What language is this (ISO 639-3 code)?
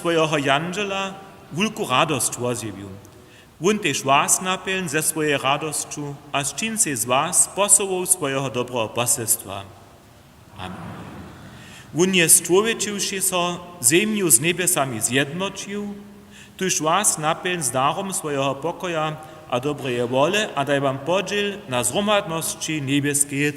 hsb